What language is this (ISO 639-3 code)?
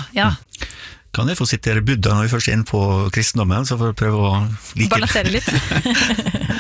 nor